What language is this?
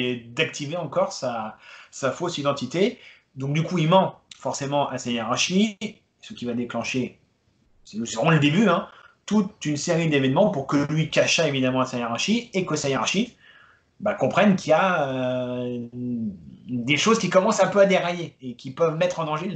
French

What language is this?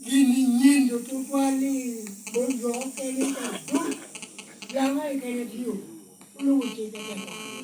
Lango (Uganda)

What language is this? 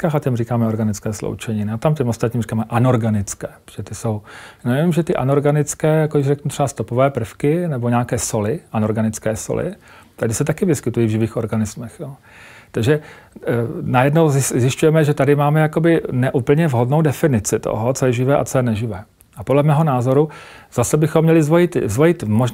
Czech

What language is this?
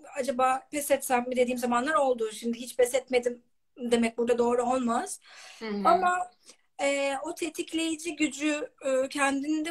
Turkish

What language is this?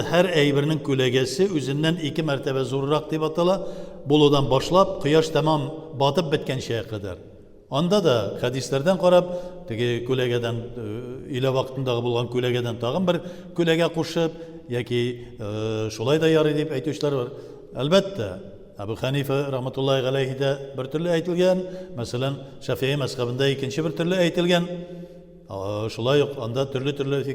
Tatar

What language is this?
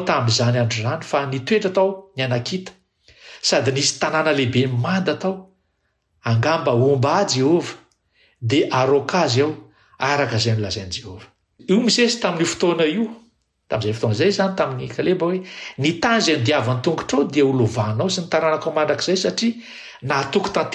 Malagasy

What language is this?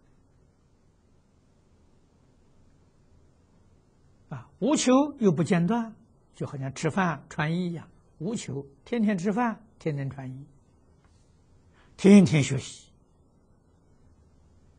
Chinese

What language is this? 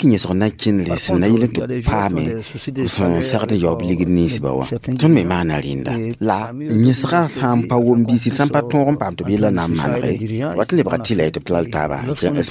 Mossi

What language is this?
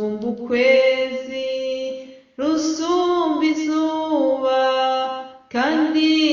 Kinyarwanda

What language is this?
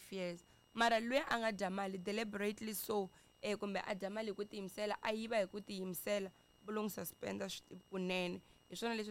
Tsonga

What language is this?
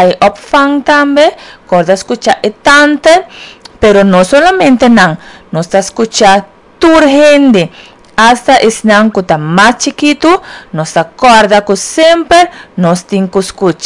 Papiamento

